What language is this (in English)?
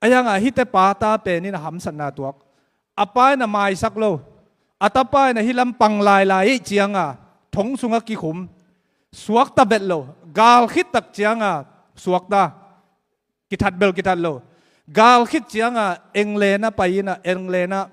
Tedim Chin